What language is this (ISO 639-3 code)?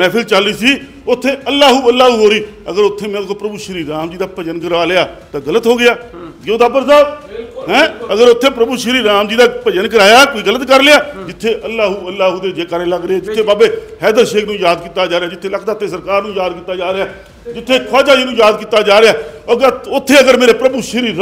pan